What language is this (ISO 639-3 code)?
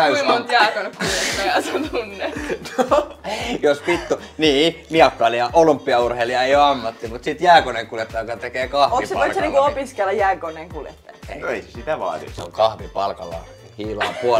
fin